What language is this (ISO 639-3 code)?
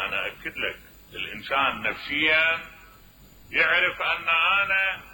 acm